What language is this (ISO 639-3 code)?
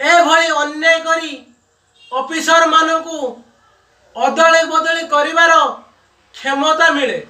ori